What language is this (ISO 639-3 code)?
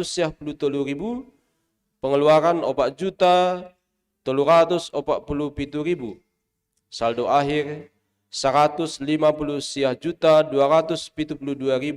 bts